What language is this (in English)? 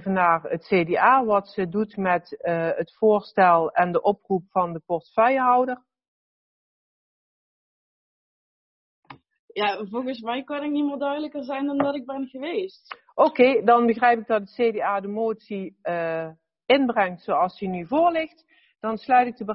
Dutch